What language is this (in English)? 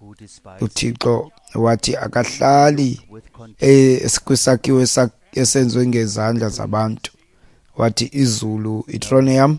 Xhosa